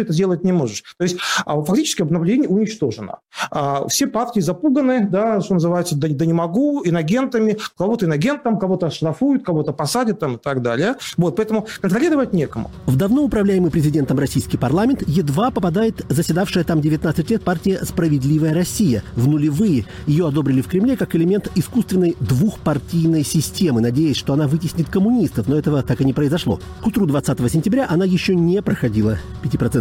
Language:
Russian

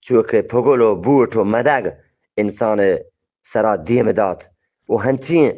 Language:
Eastern Balochi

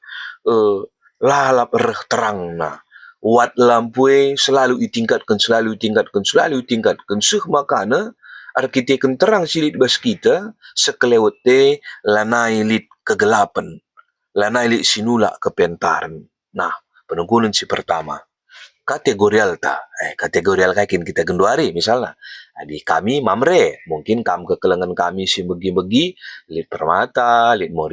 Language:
Batak Karo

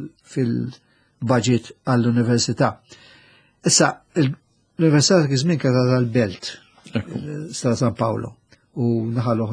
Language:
Maltese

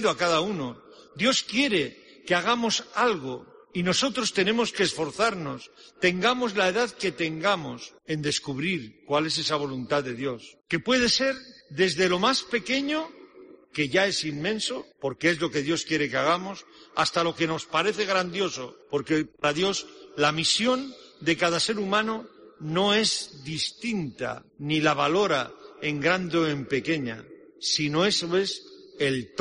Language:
Spanish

